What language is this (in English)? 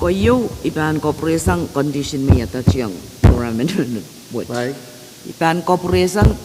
Pohnpeian